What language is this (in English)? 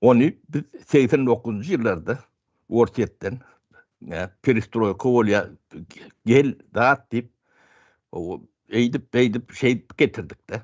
Turkmen